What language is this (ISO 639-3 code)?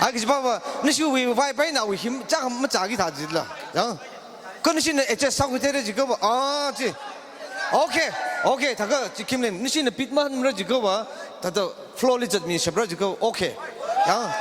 nmf